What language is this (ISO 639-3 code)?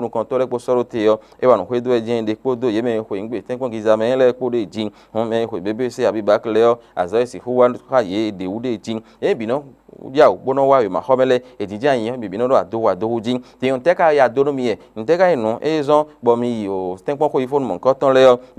fon